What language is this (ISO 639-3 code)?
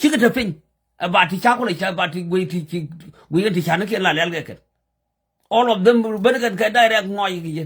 nus